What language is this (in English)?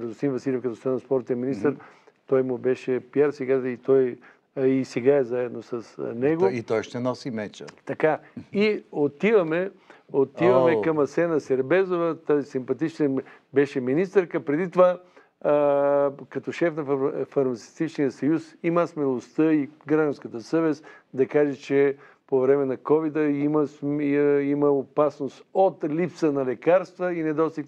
Bulgarian